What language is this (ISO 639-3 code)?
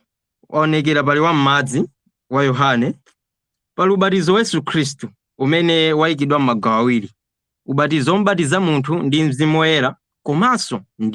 nya